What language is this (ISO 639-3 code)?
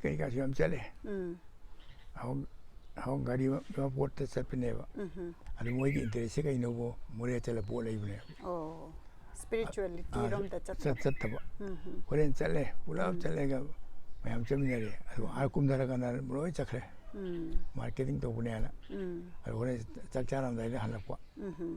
mni